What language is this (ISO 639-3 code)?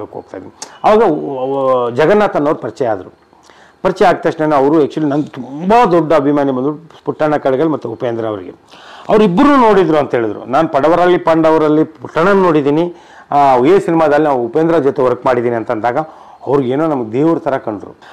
kan